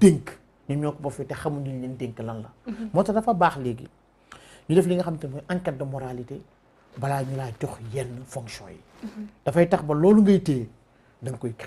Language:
Wolof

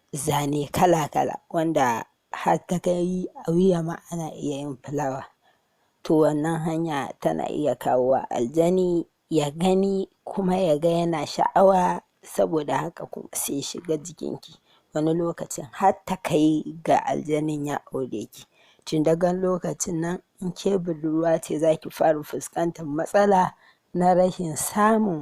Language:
Hausa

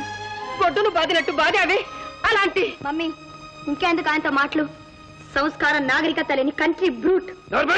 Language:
Telugu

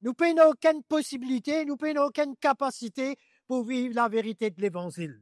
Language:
Morisyen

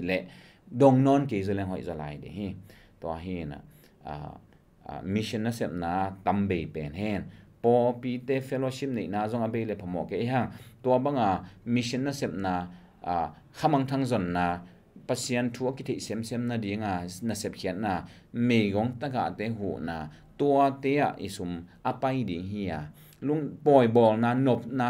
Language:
Tedim Chin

